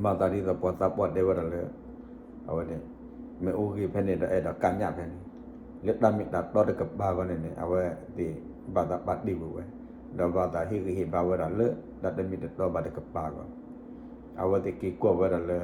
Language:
S'gaw Karen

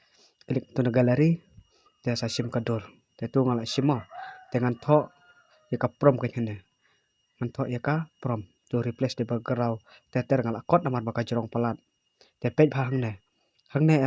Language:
Khasi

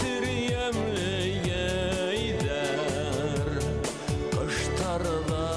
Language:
Bashkir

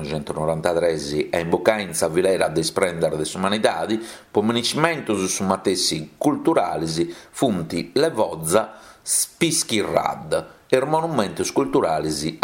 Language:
Sardinian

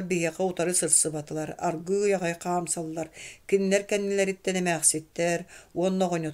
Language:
Yakut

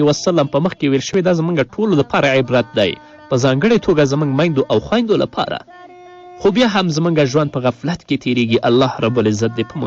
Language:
Pashto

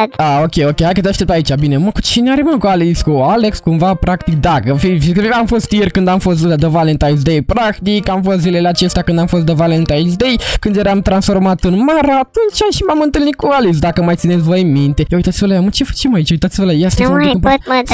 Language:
Romanian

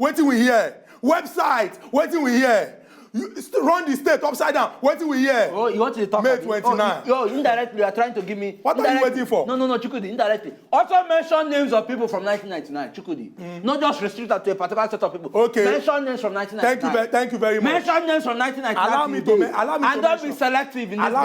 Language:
Nigerian Pidgin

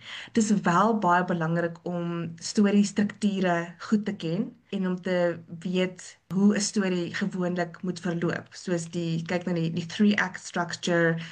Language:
Afrikaans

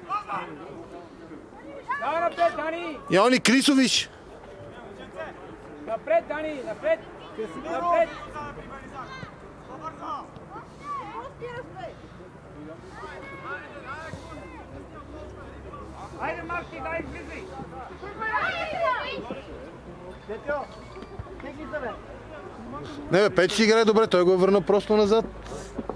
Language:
Bulgarian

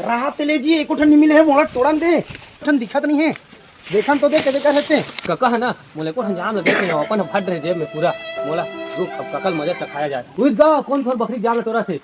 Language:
Chhattisgarhi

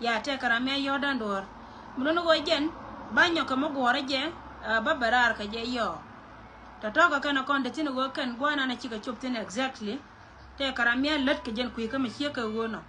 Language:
Nuer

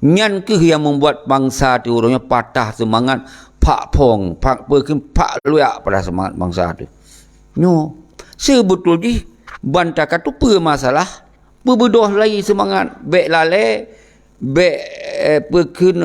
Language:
Achinese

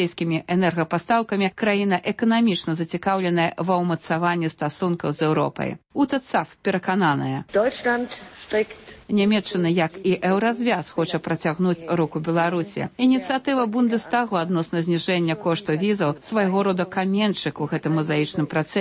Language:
Belarusian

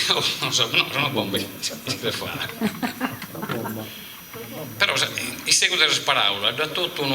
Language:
Sardinian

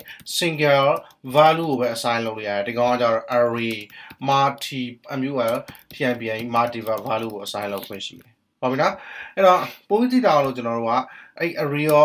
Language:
Burmese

